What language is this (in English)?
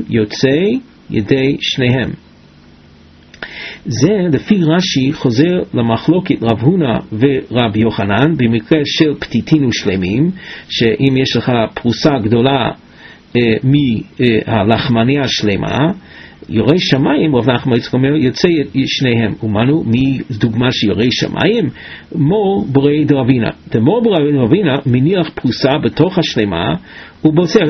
Hebrew